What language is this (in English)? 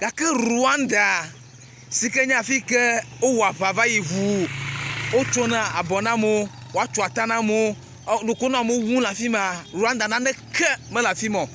Ewe